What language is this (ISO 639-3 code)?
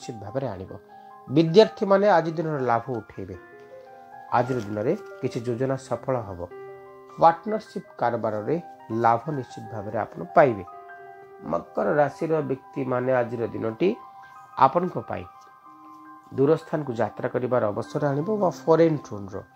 ori